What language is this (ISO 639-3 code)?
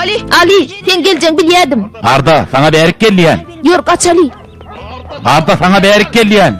tuk